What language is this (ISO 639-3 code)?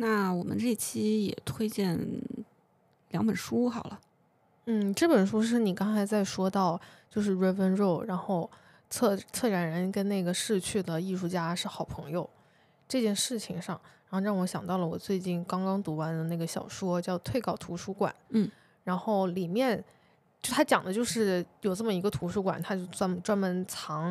zho